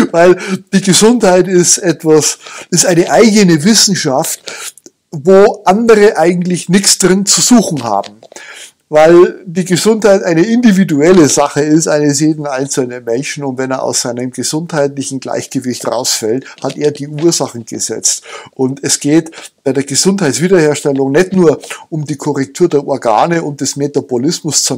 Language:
German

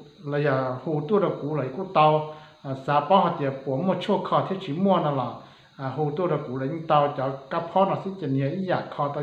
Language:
Hmong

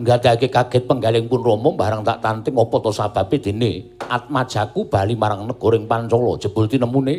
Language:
Javanese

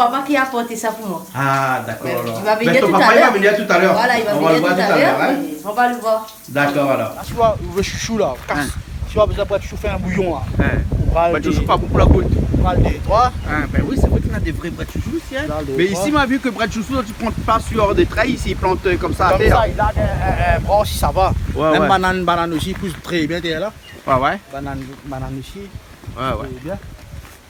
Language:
Réunion Creole French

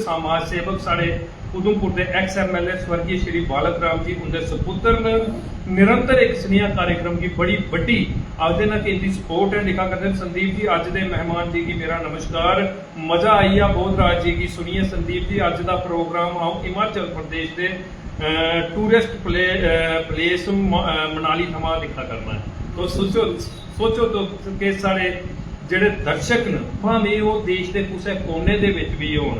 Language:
Dogri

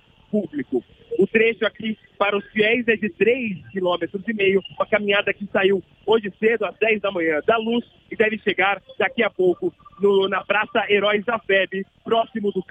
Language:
Portuguese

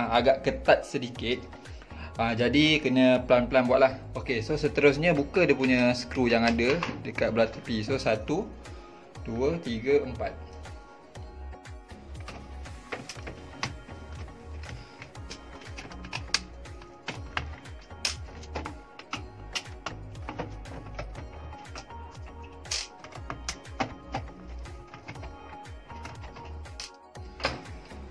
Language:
Malay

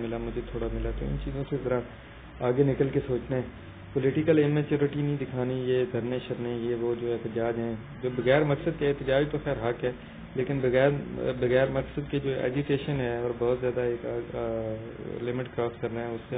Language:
Urdu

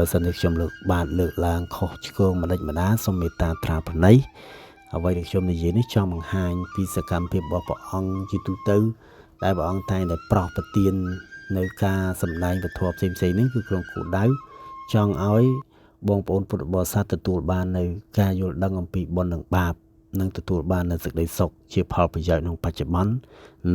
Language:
Khmer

